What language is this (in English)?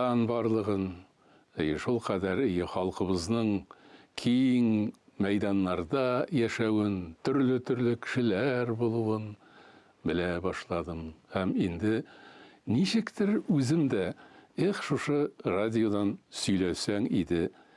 Tatar